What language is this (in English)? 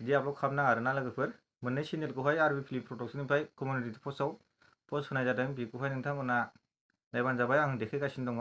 Bodo